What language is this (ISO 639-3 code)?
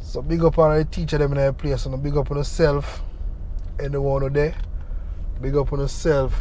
jam